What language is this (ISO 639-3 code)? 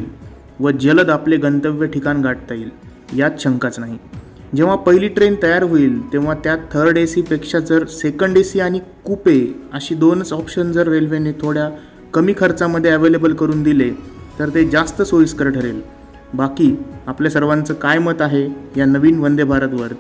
mar